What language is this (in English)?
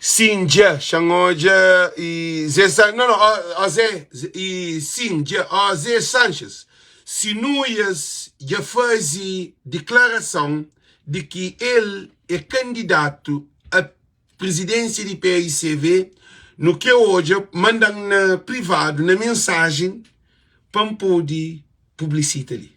Kabuverdianu